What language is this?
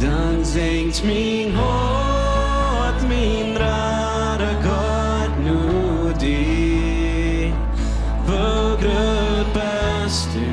Plautdietsch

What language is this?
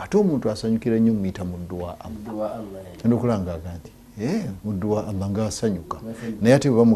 Ganda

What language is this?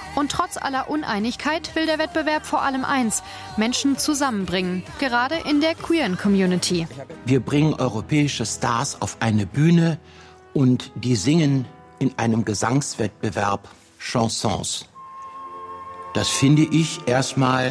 German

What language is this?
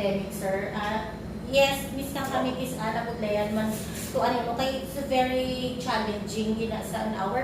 Hiligaynon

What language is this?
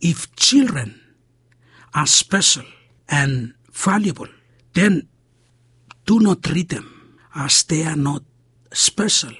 Bislama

